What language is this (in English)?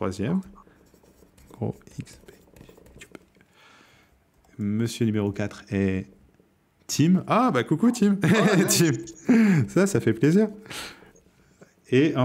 French